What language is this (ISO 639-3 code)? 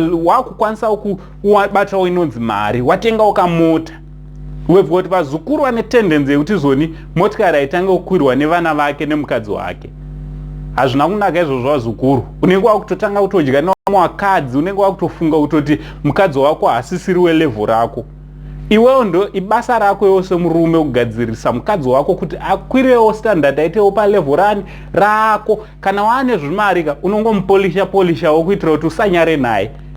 sna